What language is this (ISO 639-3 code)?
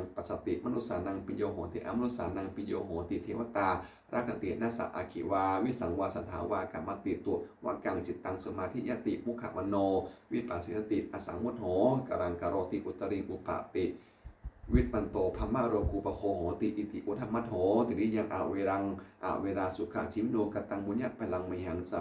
pli